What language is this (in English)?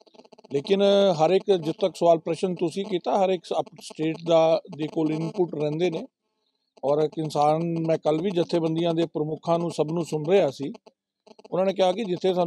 Punjabi